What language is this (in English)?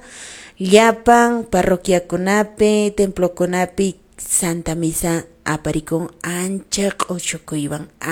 Quechua